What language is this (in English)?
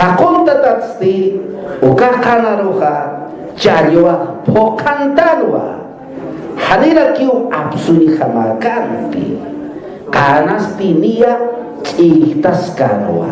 Aymara